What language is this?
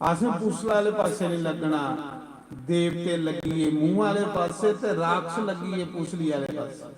Dogri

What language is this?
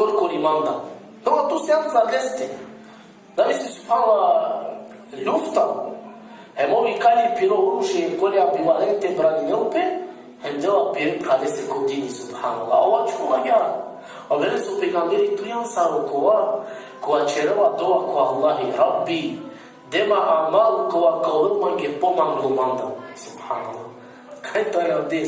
Balkan Romani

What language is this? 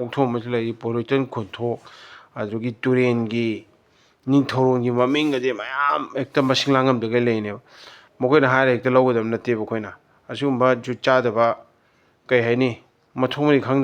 Manipuri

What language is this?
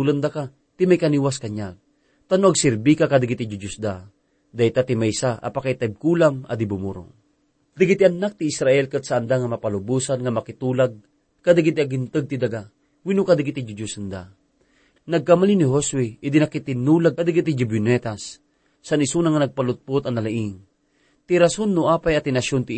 Iloko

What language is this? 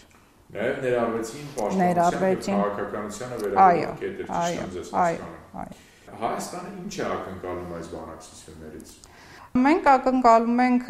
Armenian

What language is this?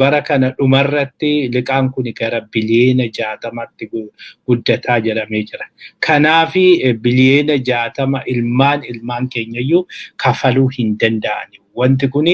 Oromo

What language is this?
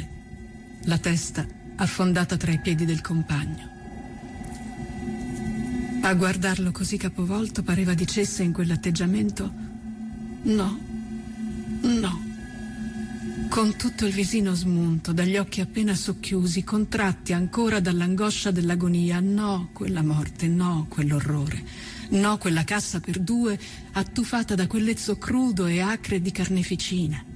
Italian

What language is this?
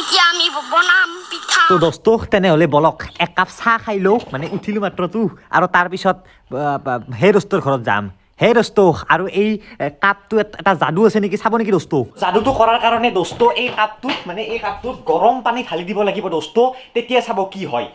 Assamese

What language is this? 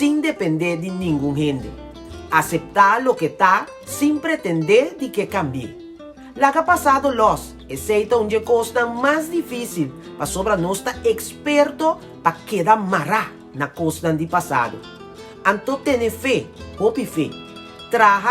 Papiamento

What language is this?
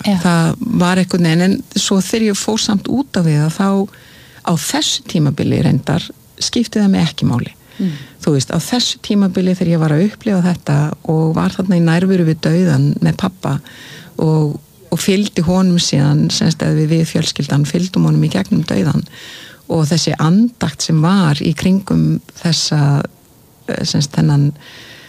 Icelandic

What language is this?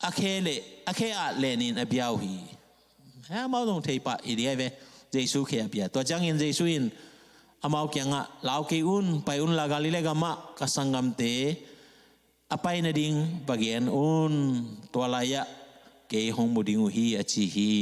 Tedim Chin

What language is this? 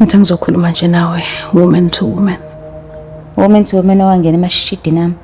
Zulu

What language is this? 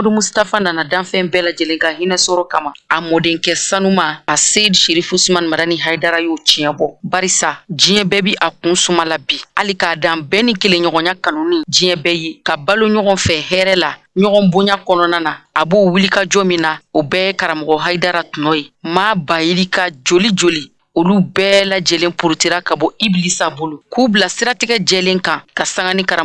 Bambara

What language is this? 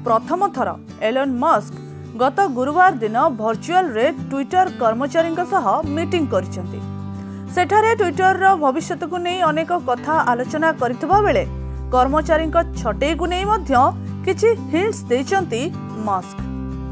Odia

